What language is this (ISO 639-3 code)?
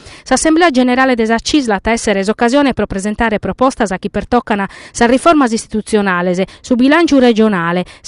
srd